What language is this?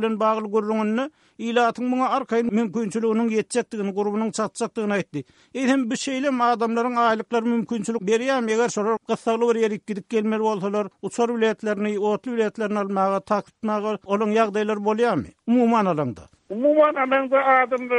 Turkmen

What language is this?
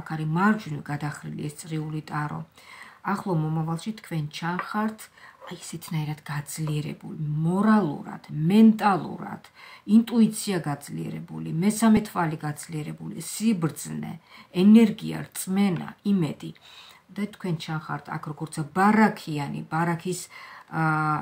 Georgian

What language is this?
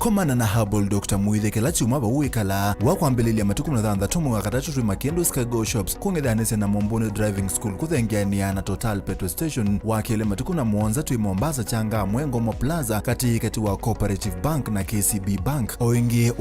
Kamba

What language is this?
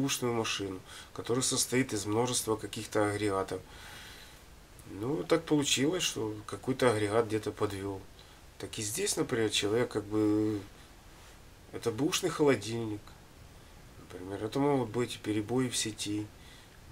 Russian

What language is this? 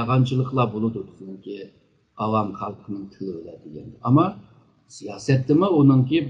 Uyghur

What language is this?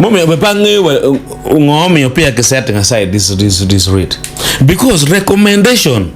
Acoli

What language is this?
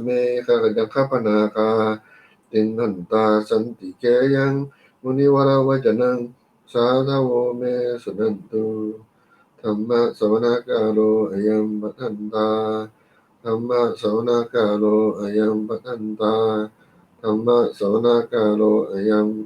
Pali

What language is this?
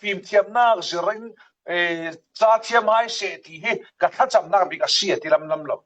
Falam Chin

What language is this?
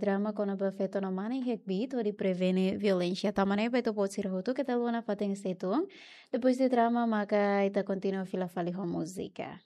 Tetum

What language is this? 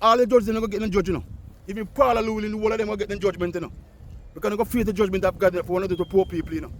Jamaican Creole English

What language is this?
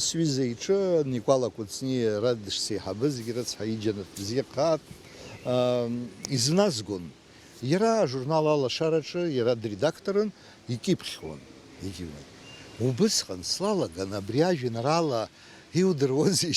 Abkhazian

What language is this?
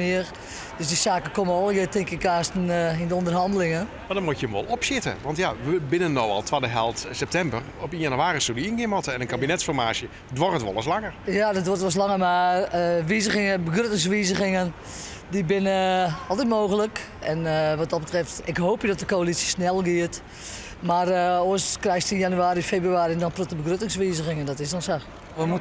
Western Frisian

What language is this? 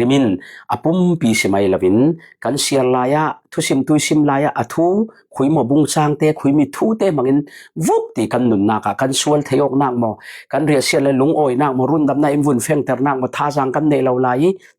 Falam Chin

